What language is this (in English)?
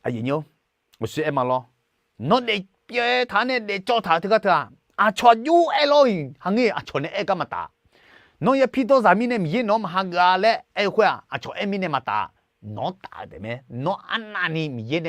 Akha